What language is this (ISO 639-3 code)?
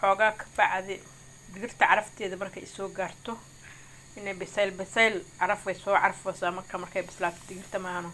som